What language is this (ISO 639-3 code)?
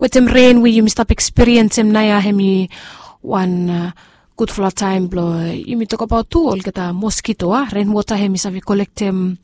bis